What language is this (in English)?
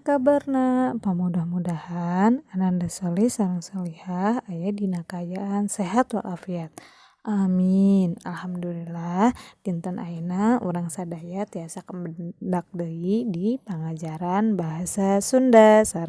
Sundanese